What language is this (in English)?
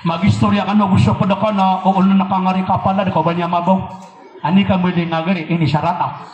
Maranao